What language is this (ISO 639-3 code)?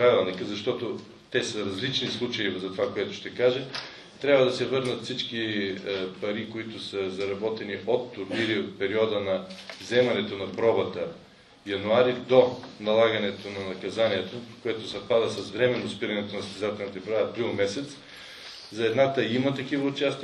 bul